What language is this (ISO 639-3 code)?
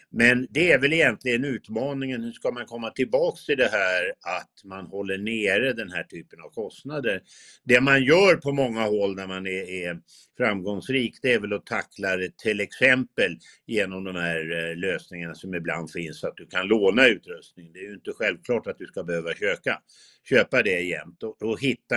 swe